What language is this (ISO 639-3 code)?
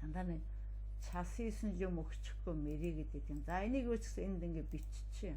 mon